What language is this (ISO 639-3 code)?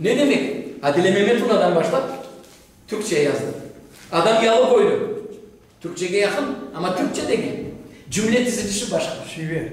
crh